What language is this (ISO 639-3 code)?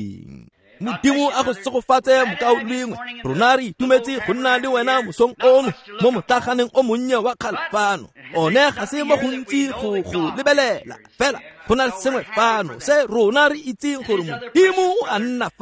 tsn